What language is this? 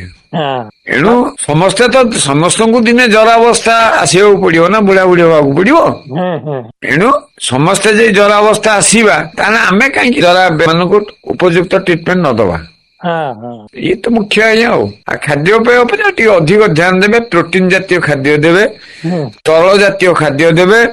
Odia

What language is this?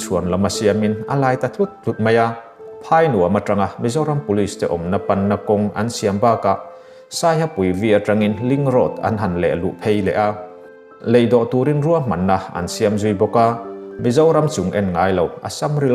Mizo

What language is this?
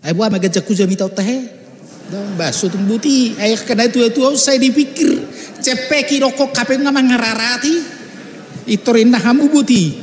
Batak Toba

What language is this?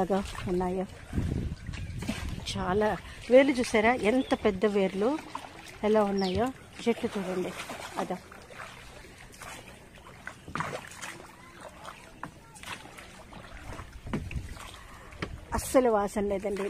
Telugu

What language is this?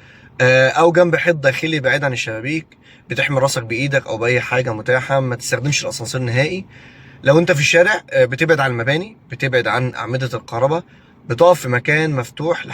Egyptian Arabic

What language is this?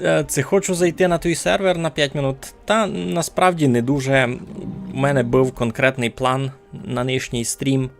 Rusyn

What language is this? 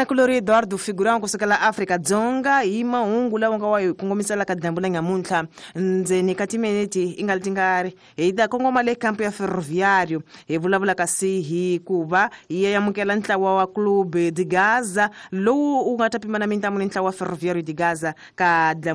Tsonga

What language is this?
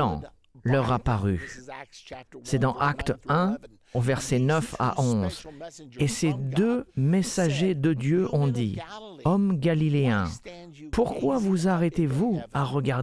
French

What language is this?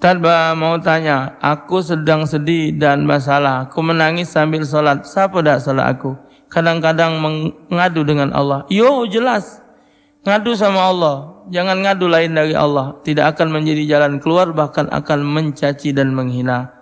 Musi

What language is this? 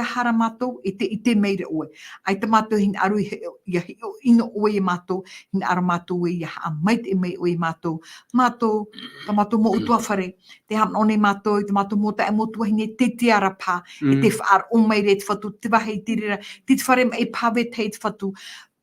Tahitian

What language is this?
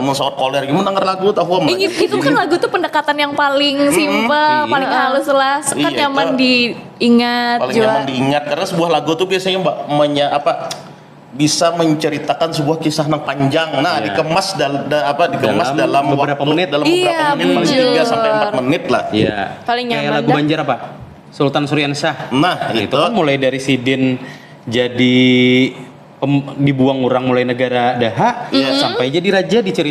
Banjar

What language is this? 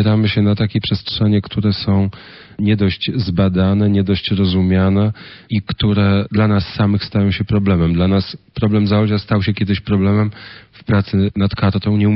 Polish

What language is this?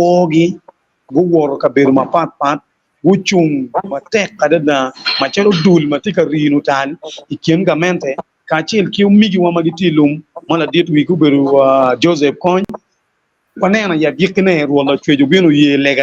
Acoli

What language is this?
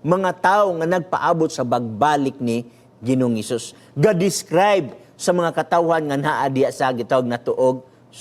Cebuano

